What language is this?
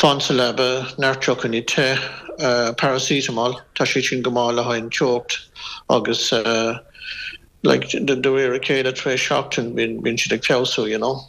Irish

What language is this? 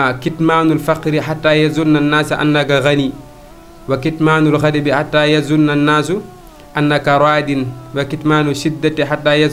Wolof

